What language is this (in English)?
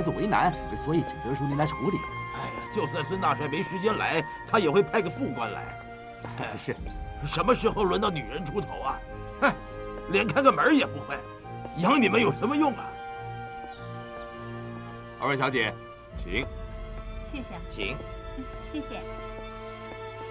Chinese